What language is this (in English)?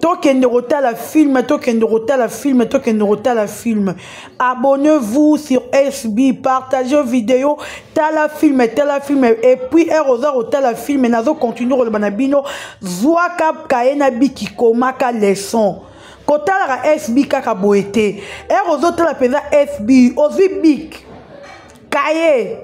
Lingala